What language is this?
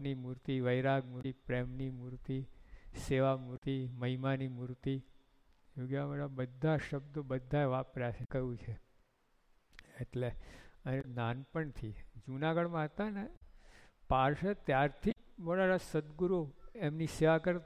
Gujarati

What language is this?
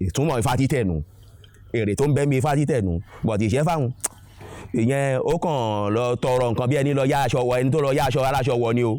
Yoruba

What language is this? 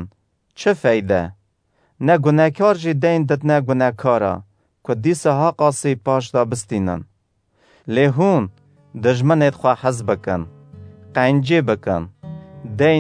Kurdish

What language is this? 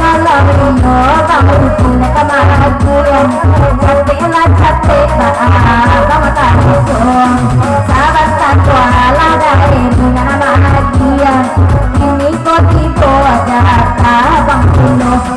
Minangkabau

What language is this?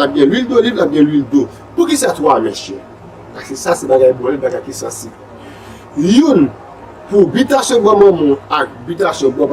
Haitian Creole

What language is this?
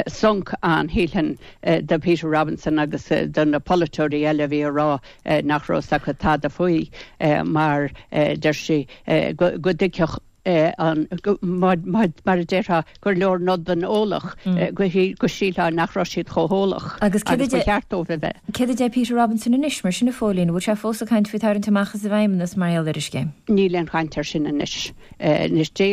Irish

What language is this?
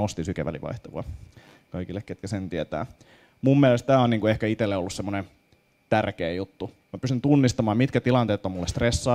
Finnish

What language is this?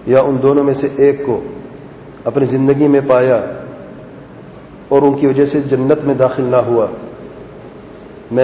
Urdu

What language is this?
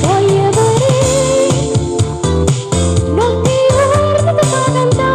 Neapolitan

